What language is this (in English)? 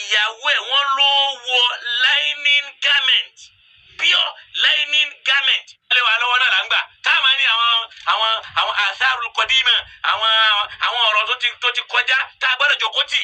Yoruba